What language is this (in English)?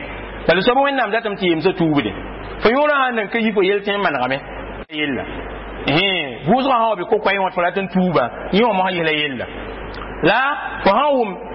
Mossi